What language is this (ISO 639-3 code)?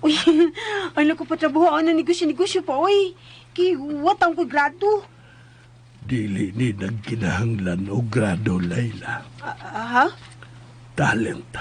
ceb